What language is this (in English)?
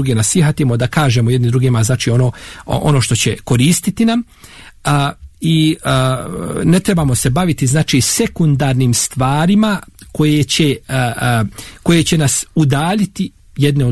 Bosnian